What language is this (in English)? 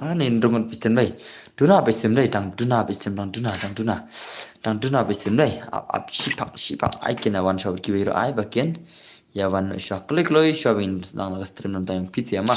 Khasi